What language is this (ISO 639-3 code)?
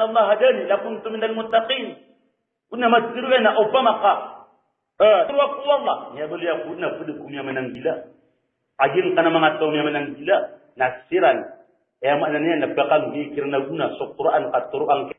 mrw